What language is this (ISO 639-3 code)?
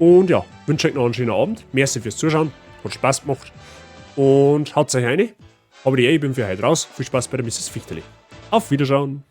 bar